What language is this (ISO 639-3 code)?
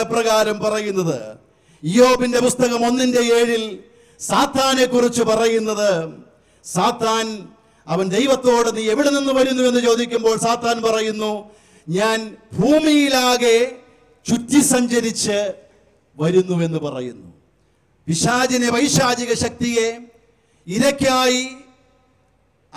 mal